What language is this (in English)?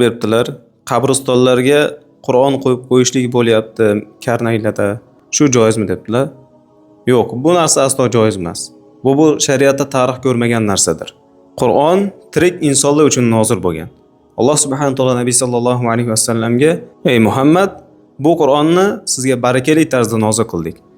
Uzbek